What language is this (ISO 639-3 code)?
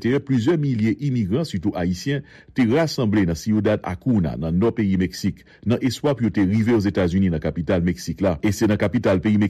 hat